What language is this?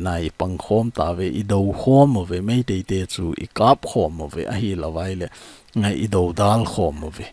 Thado Chin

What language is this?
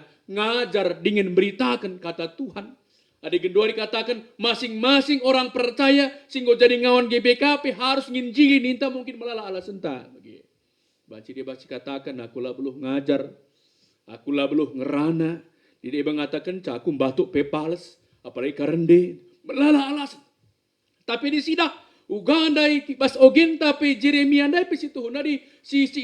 Batak Karo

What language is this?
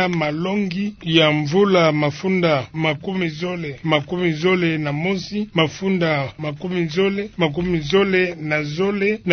Kituba (Democratic Republic of Congo)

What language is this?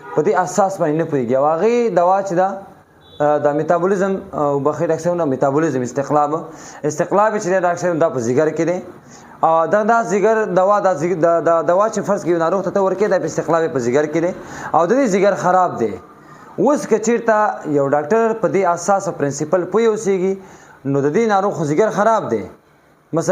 Pashto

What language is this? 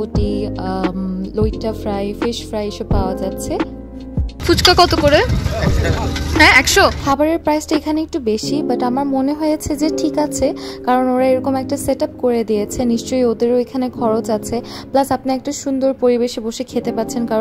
Bangla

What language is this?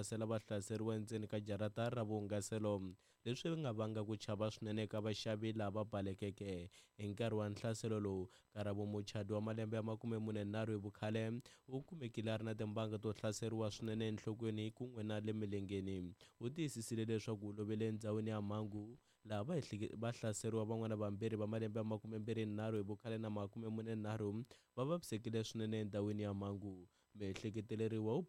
Tsonga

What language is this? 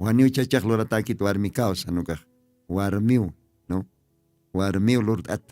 Aymara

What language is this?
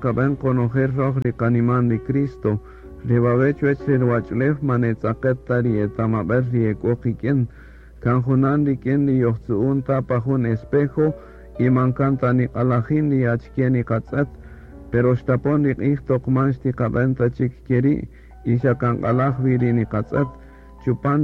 Kaqchikel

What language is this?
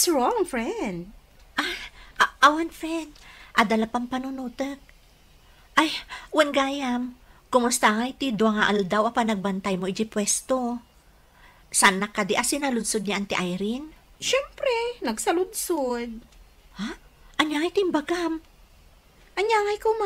Iloko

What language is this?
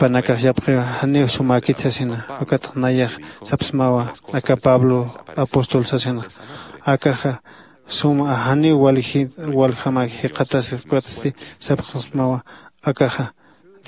Aymara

